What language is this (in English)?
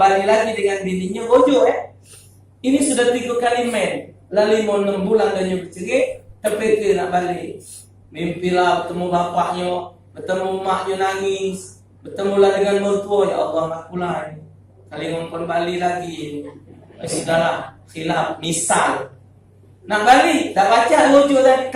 Musi